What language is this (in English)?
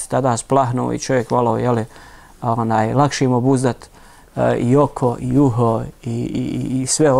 Bosnian